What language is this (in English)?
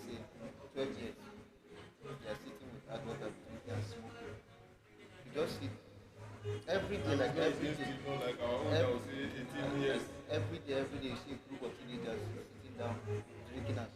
Tyap